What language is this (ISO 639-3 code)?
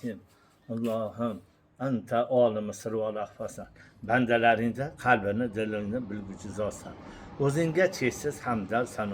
uzb